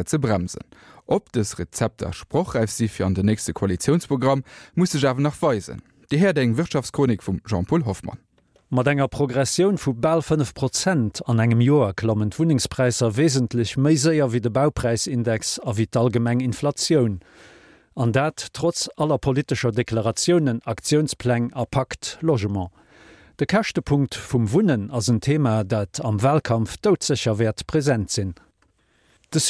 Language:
Luxembourgish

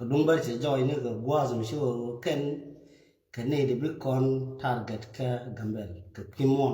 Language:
Nuer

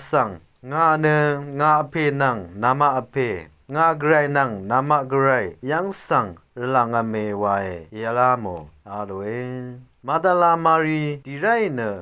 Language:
Rawang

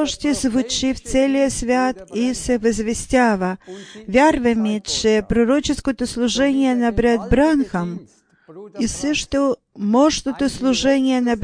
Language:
Bulgarian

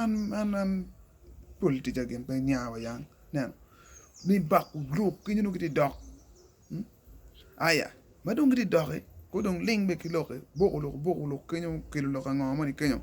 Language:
Acoli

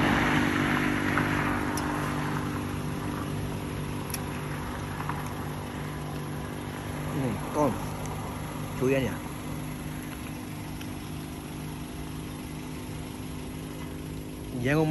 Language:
Burmese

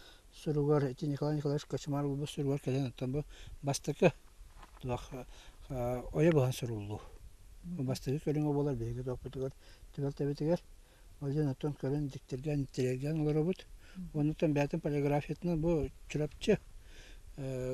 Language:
Yakut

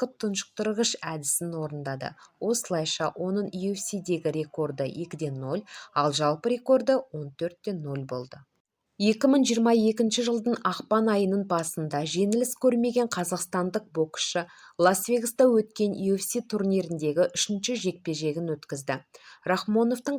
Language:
Kazakh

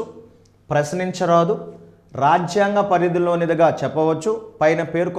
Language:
Telugu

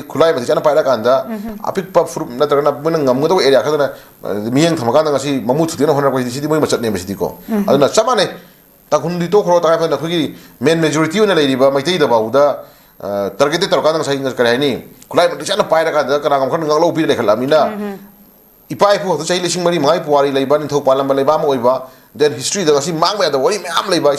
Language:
Manipuri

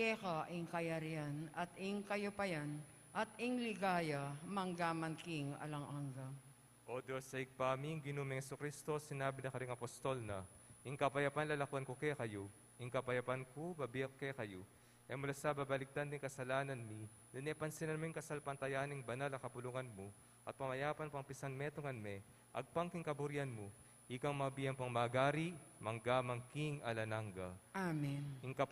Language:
Pampanga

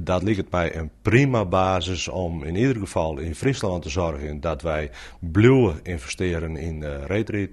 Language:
Western Frisian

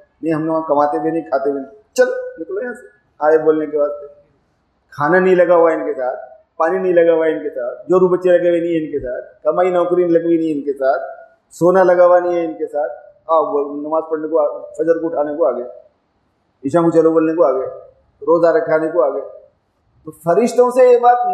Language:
Urdu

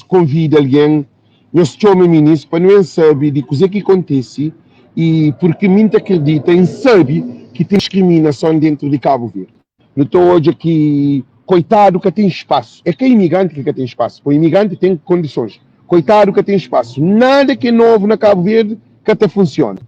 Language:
Kabuverdianu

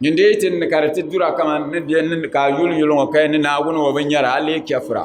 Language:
Dagbani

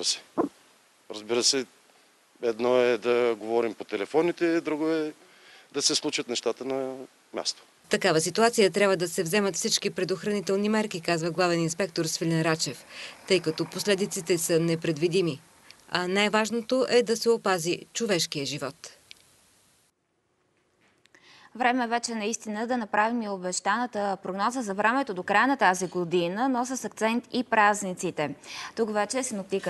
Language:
Bulgarian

